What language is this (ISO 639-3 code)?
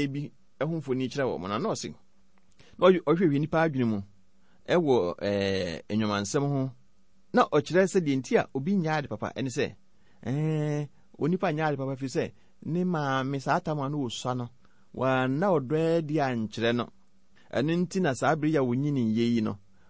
aka